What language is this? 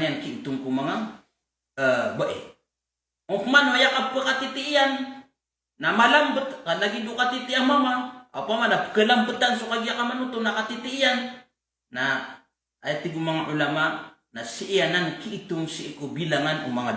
Maranao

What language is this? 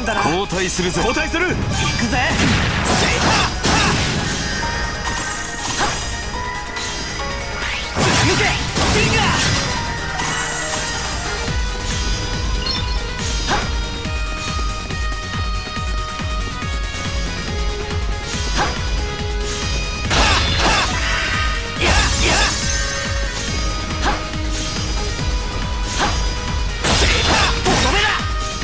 Japanese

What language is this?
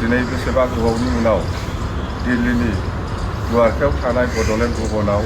Bodo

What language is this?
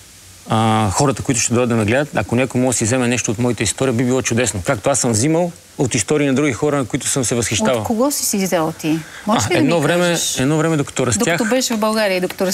Bulgarian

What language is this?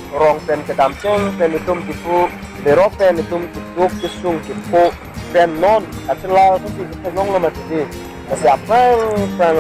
Karbi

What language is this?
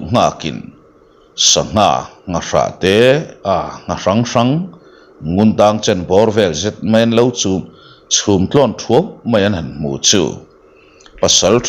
Mizo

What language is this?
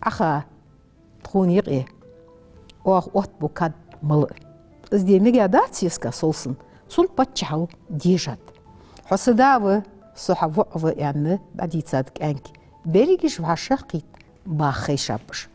Ingush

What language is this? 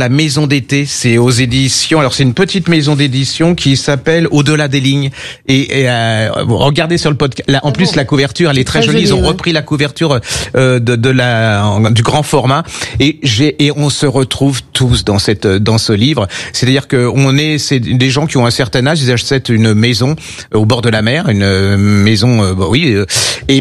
French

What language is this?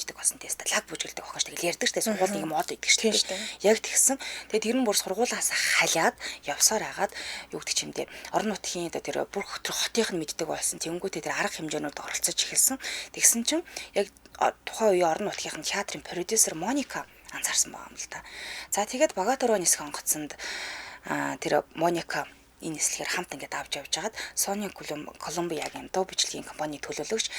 Mongolian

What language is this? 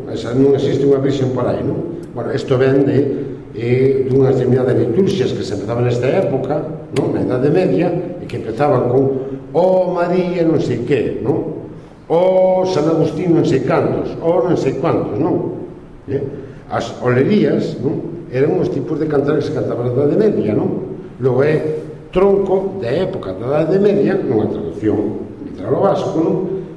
Galician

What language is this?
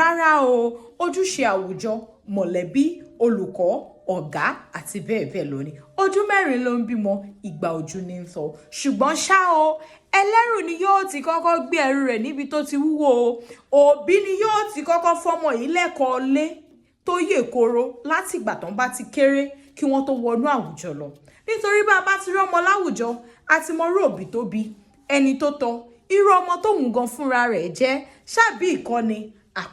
Yoruba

